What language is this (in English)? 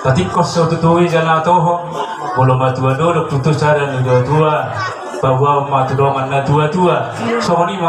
Batak Toba